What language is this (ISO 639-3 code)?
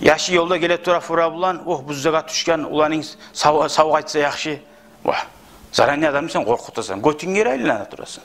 kum